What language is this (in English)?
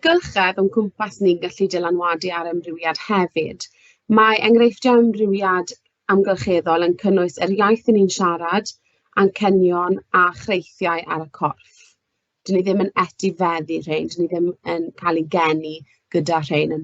Welsh